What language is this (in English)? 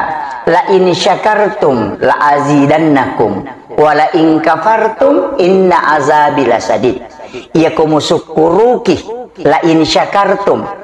Buginese